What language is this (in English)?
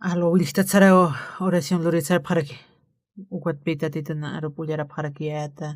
Aymara